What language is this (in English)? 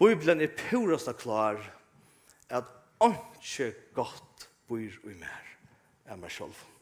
Faroese